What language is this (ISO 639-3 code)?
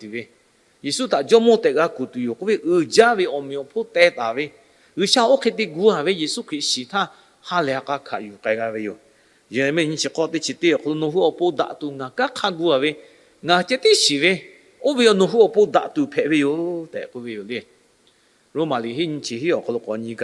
lhu